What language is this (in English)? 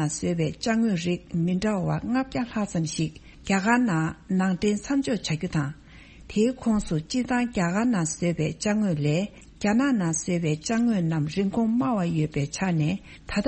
Tibetan